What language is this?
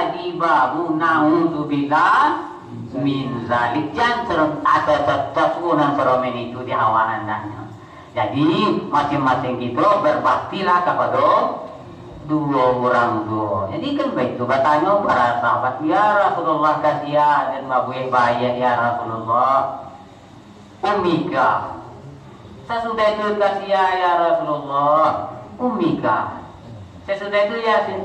Minangkabau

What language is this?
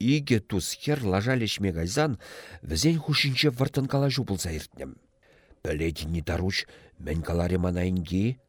Chuvash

